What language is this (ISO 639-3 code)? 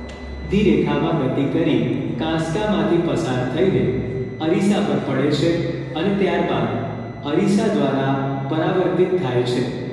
guj